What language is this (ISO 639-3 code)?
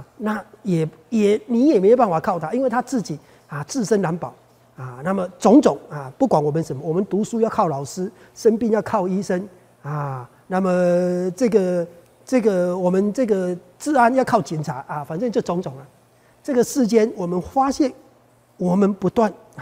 zho